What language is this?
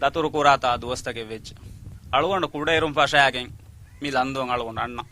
Divehi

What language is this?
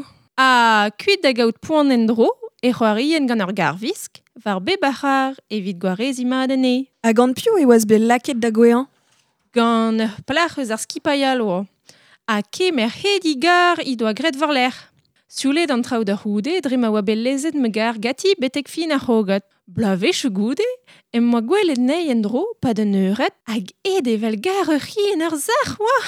Breton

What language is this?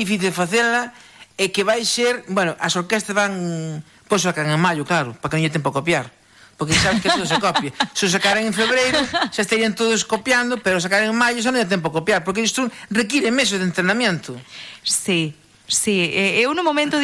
Galician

